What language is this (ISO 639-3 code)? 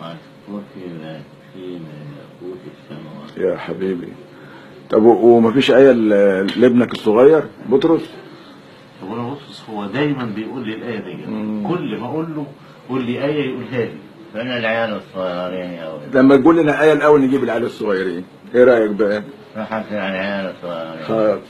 arz